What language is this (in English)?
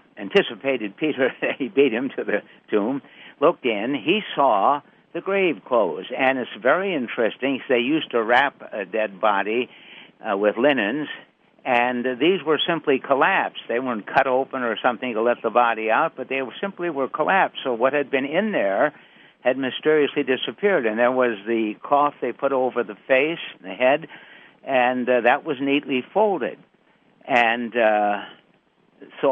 English